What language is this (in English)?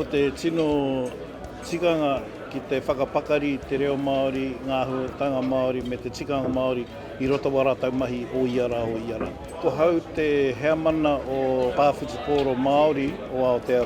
Māori